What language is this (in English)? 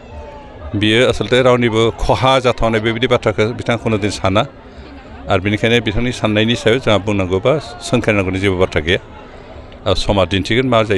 Bodo